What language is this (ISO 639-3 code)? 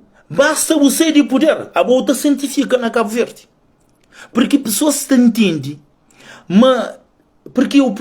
kea